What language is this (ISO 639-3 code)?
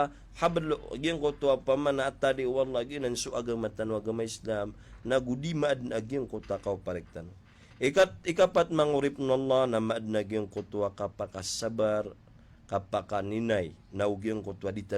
mrw